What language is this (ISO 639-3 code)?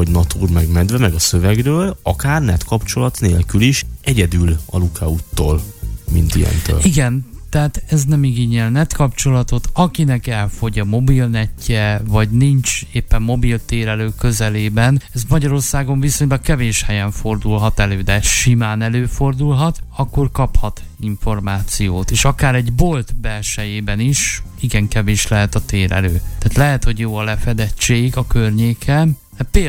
hun